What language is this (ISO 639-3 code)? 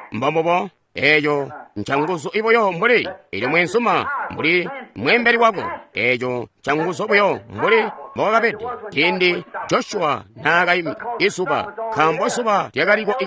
toi